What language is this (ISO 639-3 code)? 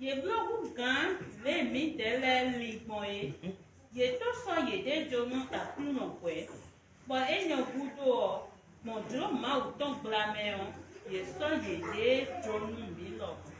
fon